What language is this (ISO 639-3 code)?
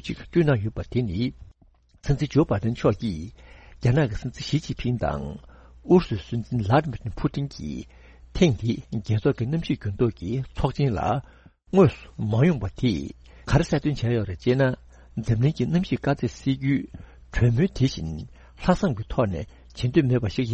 bod